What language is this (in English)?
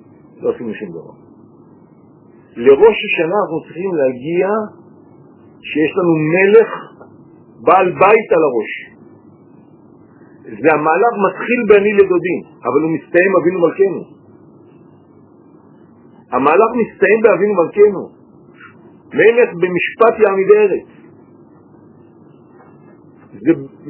Hebrew